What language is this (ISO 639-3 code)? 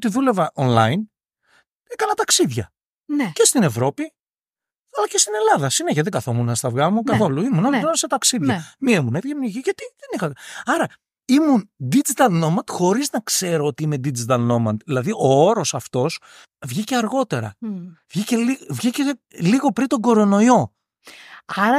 ell